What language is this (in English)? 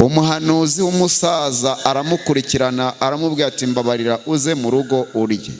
Kinyarwanda